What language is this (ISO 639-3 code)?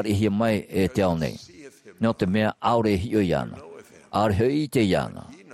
tah